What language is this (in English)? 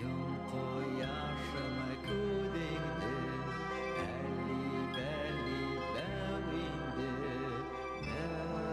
Bashkir